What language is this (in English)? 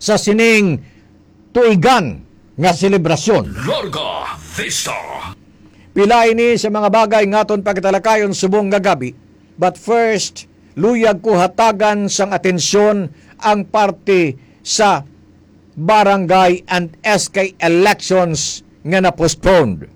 Hiligaynon